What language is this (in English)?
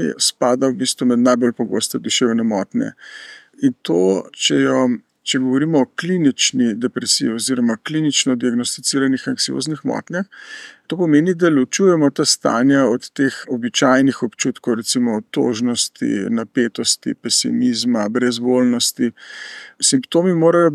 Slovenian